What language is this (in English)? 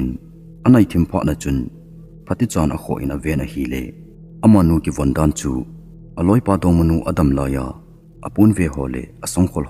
Thado Chin